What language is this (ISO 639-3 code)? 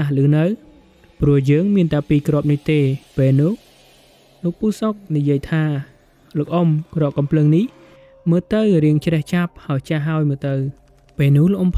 khm